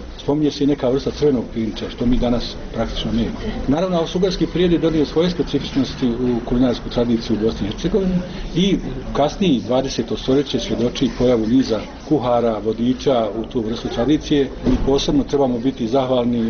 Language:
Bosnian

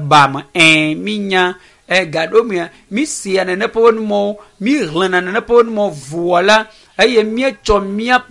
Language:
Ewe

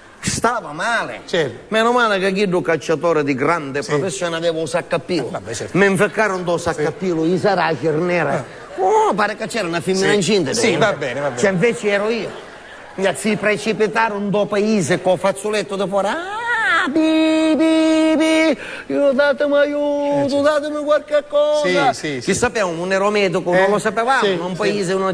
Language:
Sicilian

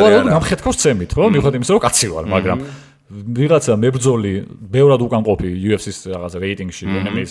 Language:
Georgian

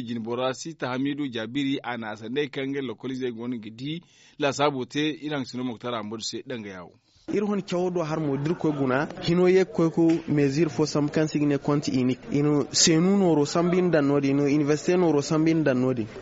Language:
Zarma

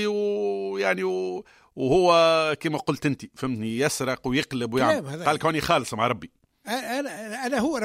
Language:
Tunisian Arabic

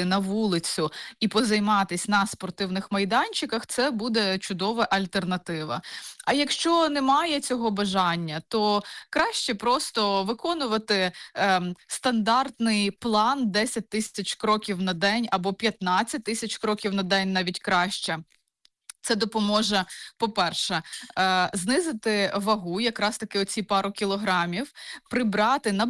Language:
Ukrainian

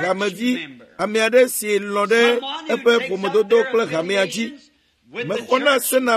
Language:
Ewe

